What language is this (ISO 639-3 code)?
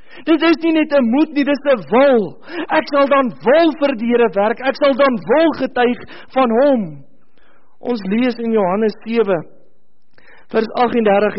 afr